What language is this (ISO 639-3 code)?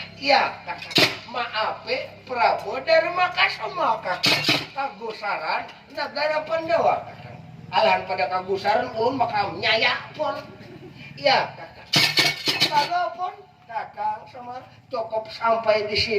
bjn